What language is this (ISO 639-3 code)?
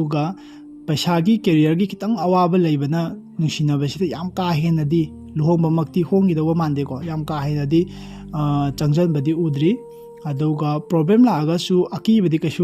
mni